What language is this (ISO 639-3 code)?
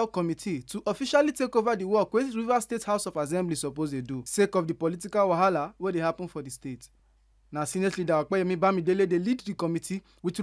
pcm